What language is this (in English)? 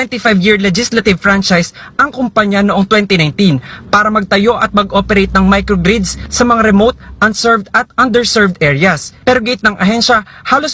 Filipino